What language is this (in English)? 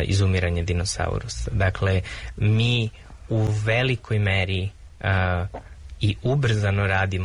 Serbian